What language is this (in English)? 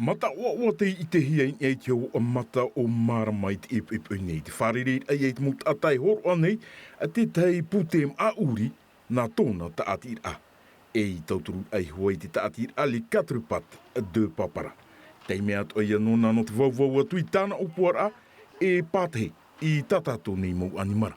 Tahitian